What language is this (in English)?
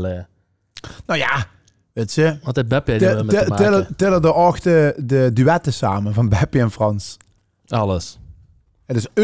Limburgish